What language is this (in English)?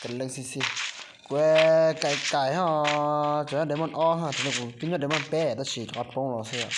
Hmong